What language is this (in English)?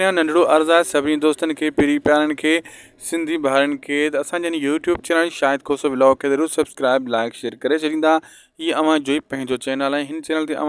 Sindhi